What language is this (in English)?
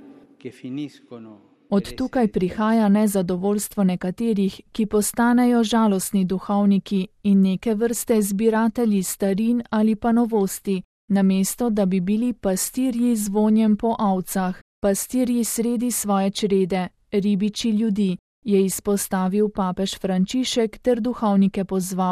Slovenian